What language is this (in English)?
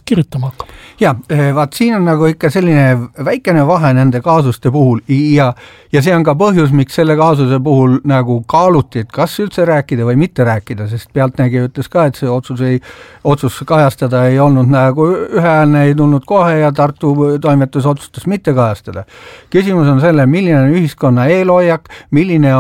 Estonian